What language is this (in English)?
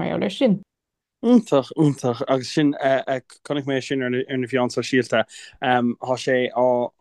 Irish